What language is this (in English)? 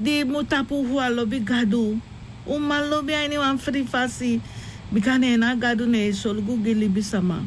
Sranan Tongo